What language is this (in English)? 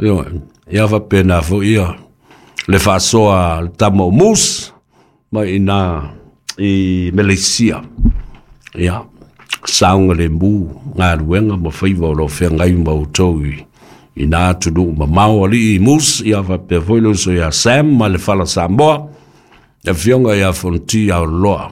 Samoan